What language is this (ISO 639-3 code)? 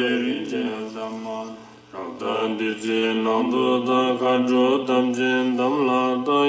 bod